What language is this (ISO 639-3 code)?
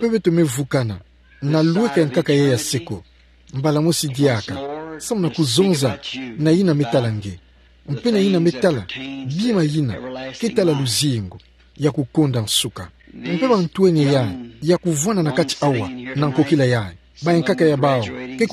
ktu